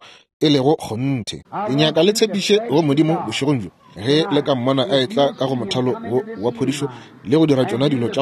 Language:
Northern Sotho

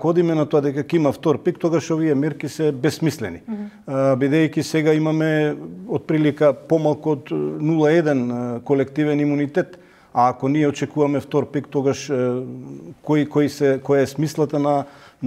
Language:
Macedonian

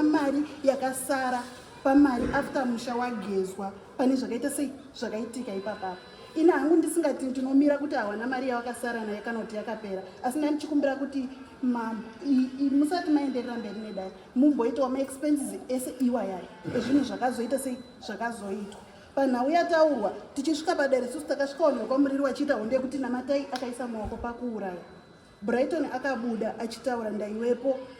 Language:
Shona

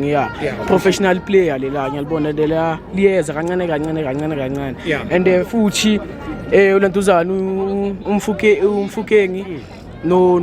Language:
Zulu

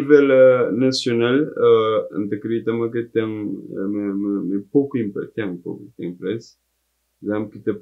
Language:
Kabuverdianu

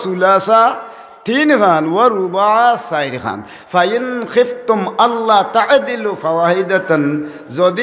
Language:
Sylheti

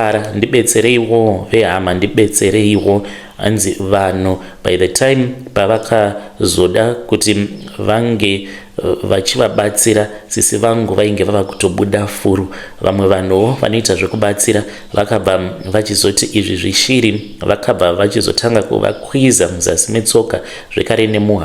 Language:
Shona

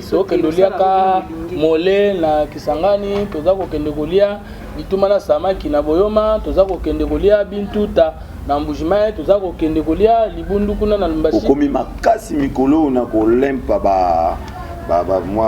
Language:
Lingala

